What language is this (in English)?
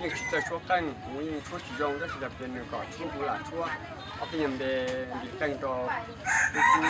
Hmong